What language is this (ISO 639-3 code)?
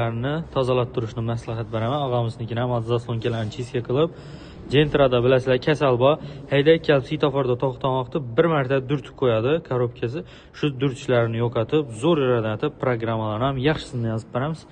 uzb